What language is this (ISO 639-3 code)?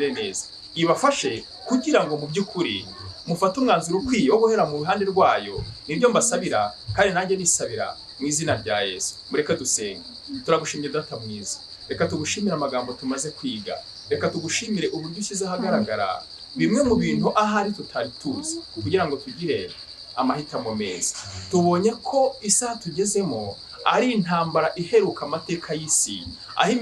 kin